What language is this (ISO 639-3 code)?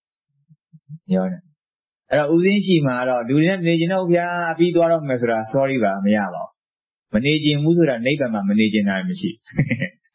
mya